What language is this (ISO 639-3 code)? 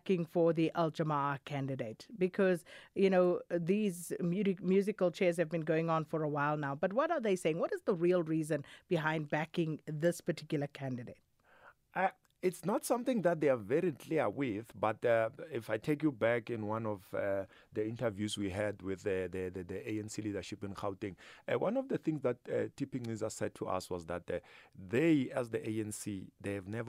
eng